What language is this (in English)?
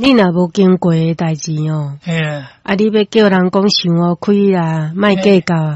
Min Nan Chinese